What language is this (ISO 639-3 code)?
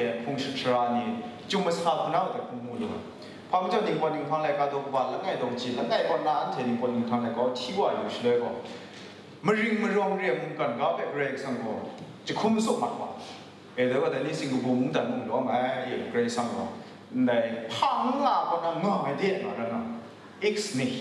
kac